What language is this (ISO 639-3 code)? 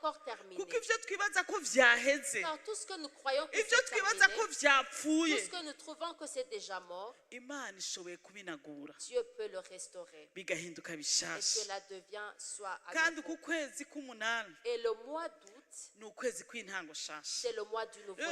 run